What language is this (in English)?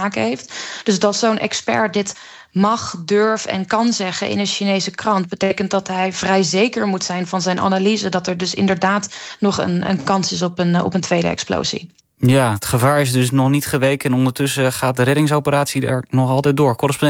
Dutch